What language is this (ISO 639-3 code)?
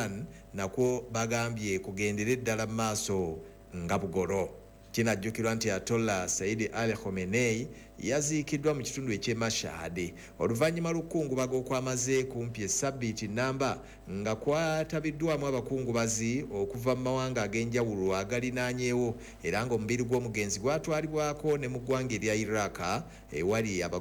lug